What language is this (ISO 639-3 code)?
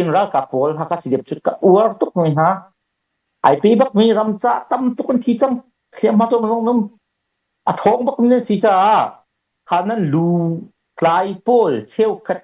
cnh